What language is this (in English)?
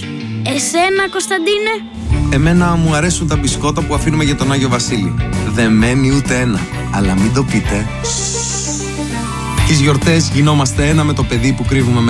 Greek